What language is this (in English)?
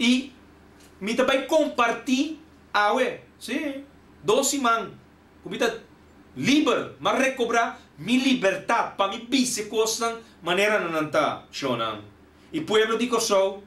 Papiamento